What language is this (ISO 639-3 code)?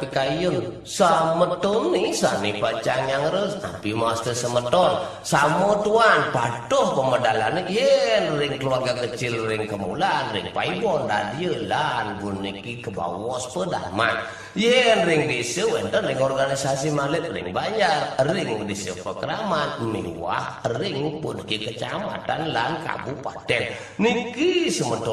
ban